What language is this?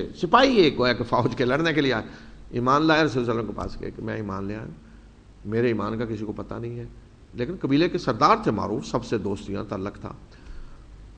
Urdu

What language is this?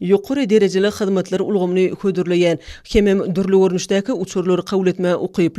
Turkmen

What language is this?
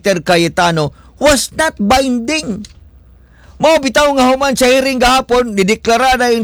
Cebuano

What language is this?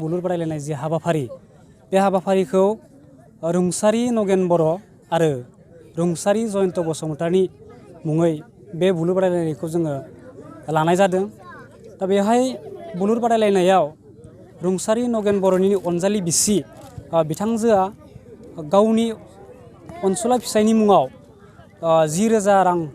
Bodo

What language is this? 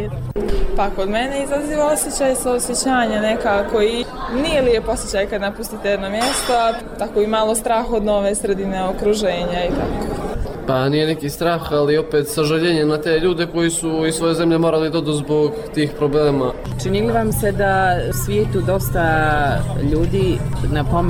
Bosnian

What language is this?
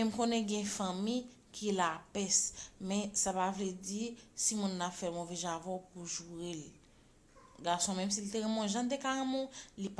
Haitian Creole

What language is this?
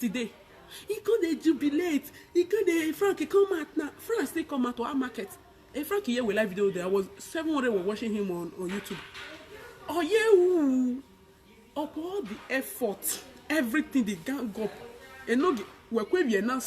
Nigerian Pidgin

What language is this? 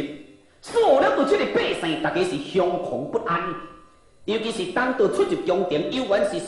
Min Nan Chinese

